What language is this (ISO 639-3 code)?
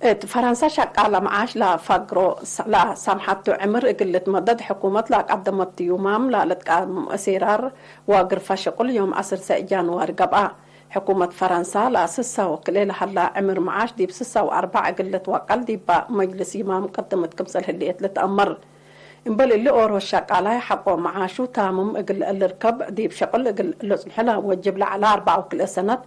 tig